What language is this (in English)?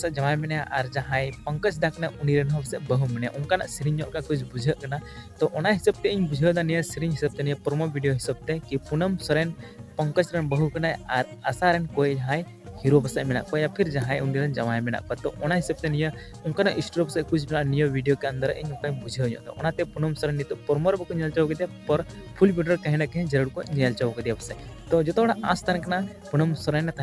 Santali